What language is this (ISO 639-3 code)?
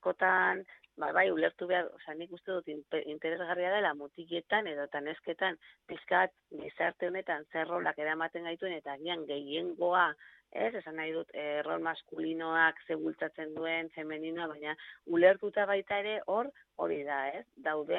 eus